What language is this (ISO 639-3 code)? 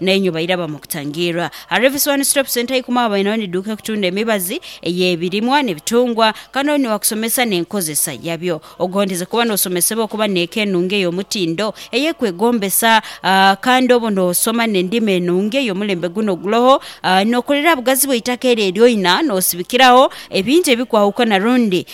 nyo